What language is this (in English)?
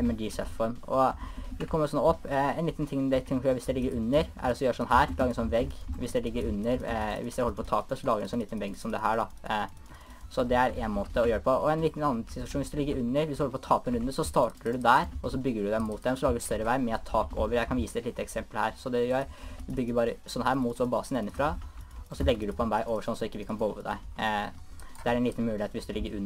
Norwegian